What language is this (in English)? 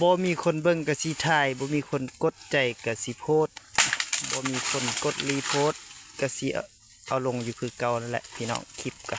Lao